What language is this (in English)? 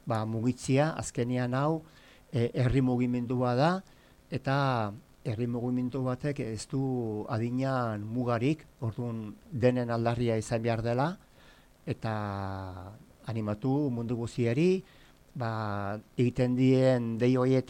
Basque